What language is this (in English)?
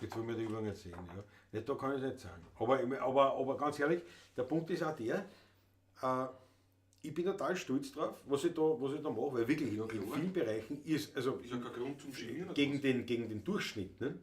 Bavarian